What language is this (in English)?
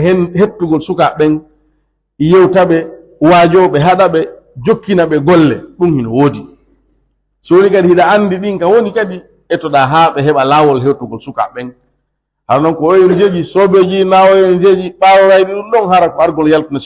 Pular